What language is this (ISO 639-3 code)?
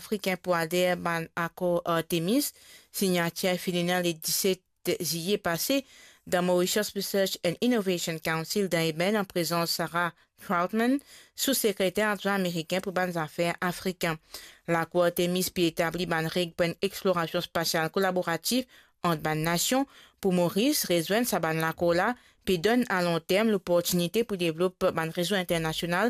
mfe